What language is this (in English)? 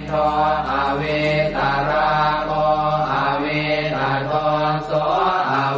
Pali